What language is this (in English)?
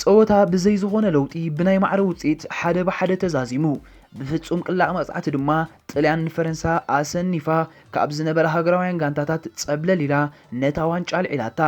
Tigrinya